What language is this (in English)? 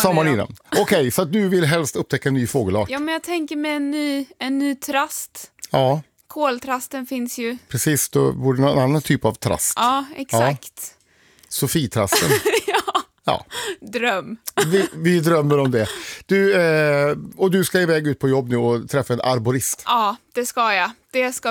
Swedish